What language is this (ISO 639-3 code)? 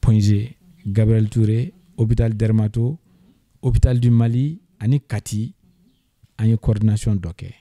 bam